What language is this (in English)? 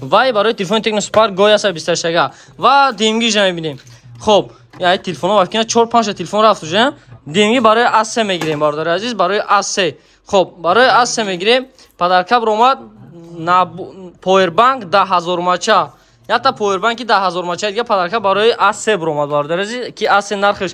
Tajik